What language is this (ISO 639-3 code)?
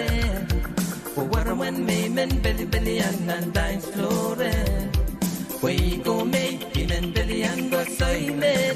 pon